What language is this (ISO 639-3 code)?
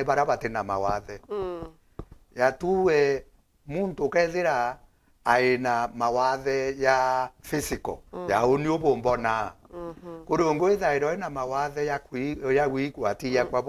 mer